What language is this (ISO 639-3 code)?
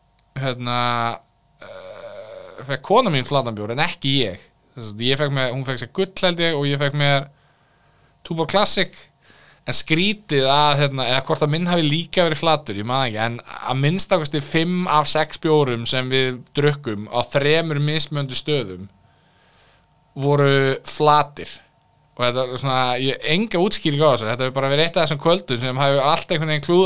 isl